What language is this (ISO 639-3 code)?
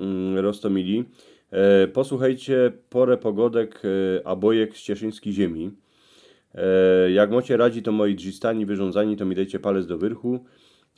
szl